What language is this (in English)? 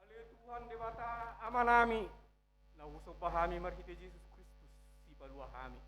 Batak Toba